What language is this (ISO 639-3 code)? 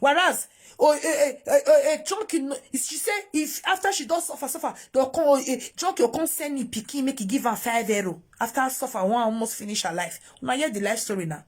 pcm